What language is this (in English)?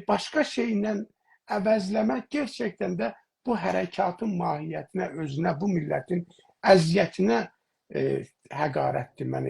South Azerbaijani